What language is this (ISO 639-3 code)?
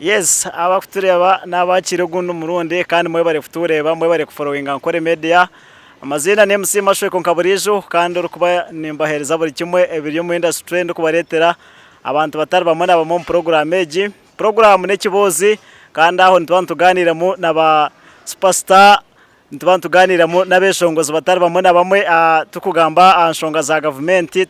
nyn